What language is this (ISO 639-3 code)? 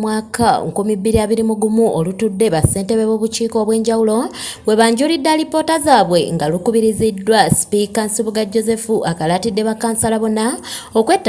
lug